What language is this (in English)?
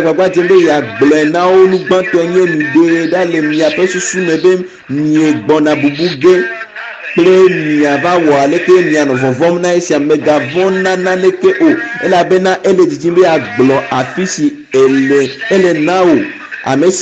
Ewe